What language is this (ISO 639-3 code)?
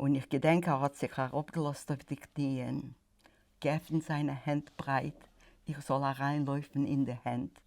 yid